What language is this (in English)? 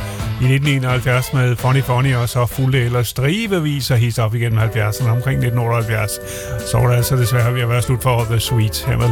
Danish